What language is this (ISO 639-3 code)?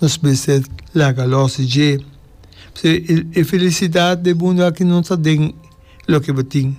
pap